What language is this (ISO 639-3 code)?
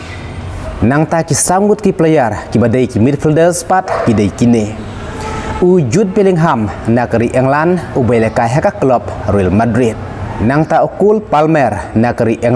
kha